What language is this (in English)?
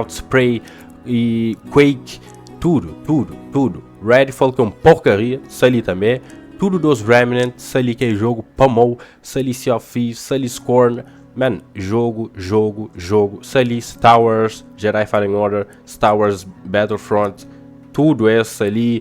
Kabuverdianu